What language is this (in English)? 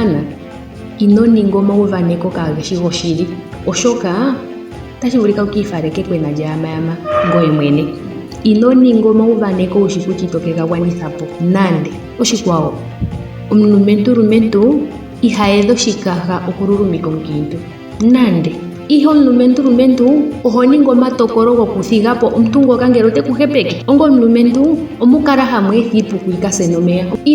Ndonga